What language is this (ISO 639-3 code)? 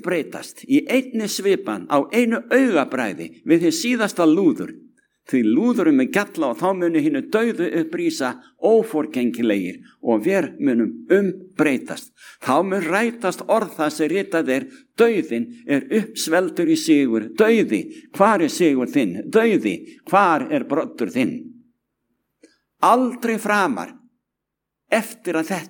isl